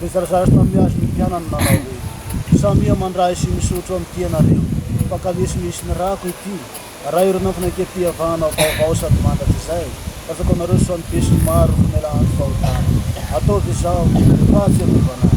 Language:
Malagasy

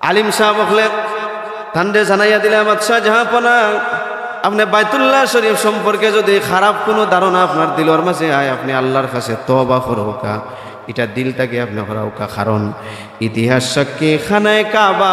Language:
Sylheti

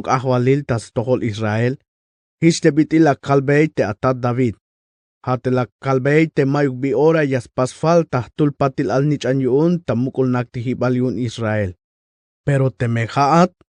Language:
Tzeltal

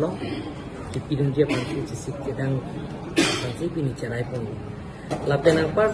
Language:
Karbi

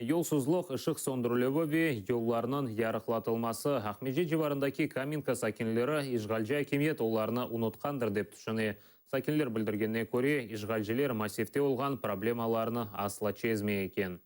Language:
Crimean Tatar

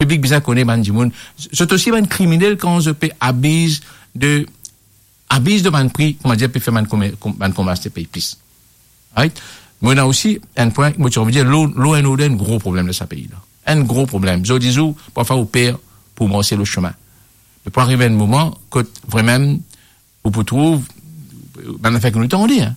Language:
Morisyen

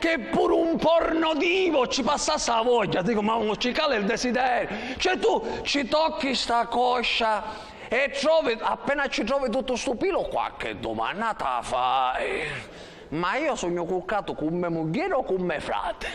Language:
Sicilian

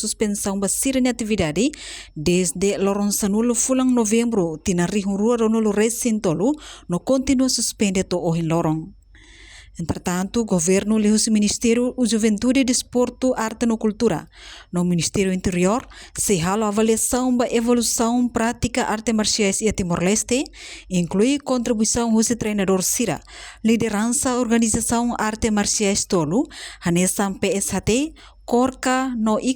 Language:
Tetum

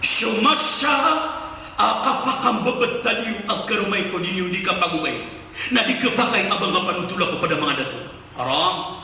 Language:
Maranao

